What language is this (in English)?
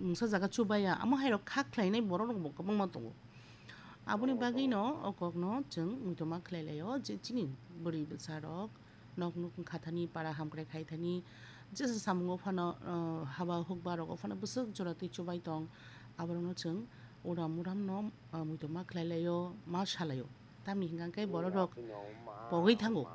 Kok Borok